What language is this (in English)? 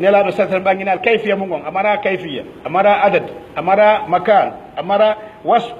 Pular